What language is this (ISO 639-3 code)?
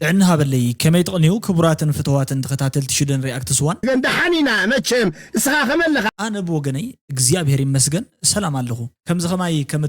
tir